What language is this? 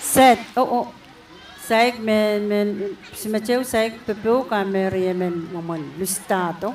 Pohnpeian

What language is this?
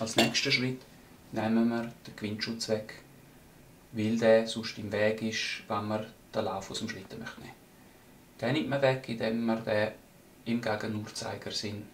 Swiss German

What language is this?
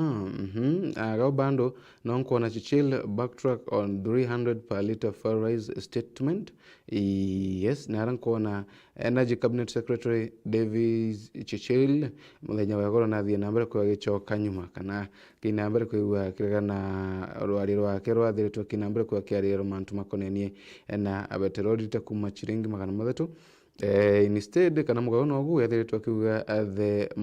Meru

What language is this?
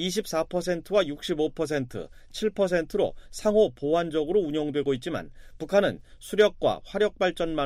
Korean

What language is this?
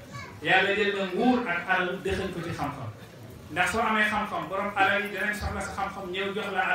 Wolof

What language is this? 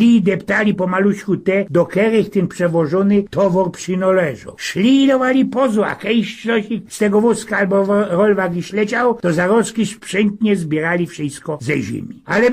Silesian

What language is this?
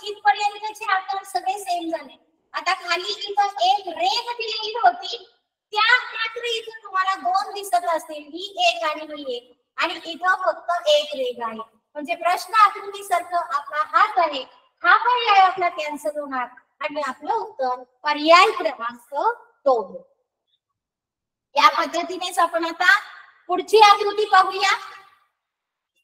Marathi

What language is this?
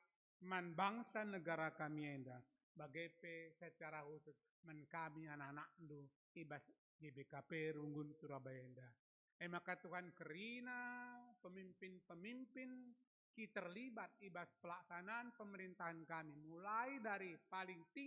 Batak Karo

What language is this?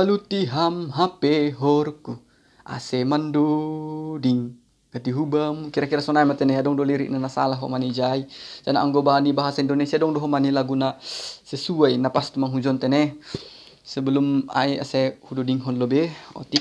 Batak Simalungun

